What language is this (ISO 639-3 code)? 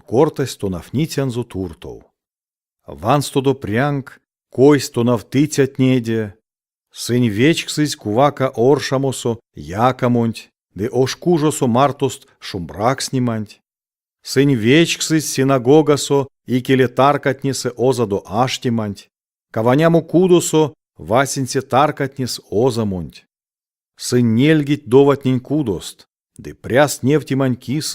myv